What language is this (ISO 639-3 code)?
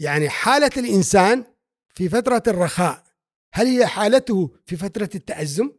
afb